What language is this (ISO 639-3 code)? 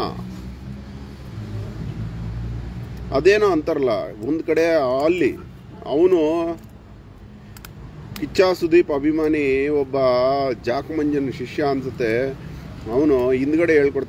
kan